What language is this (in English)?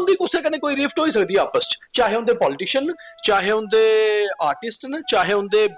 Dogri